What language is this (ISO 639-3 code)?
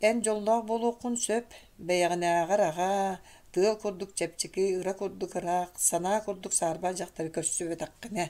sah